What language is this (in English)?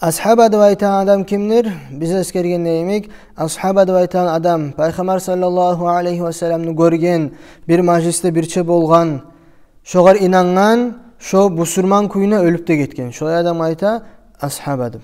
Kumyk